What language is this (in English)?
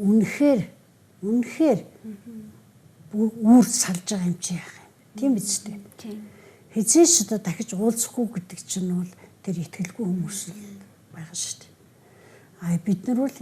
Mongolian